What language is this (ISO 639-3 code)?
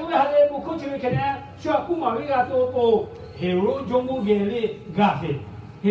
lhu